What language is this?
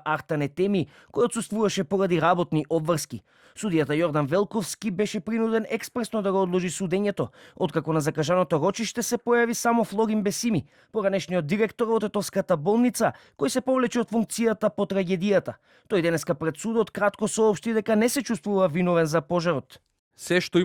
Macedonian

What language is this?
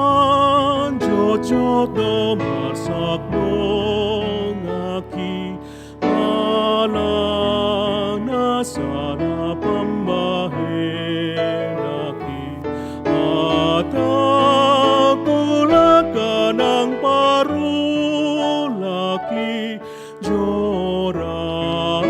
Batak Toba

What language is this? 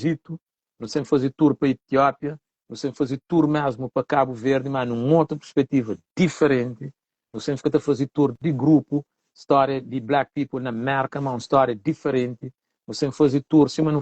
Kabuverdianu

